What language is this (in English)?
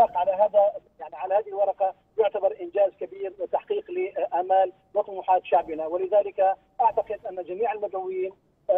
Arabic